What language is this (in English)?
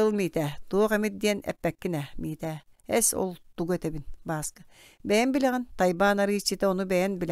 Yakut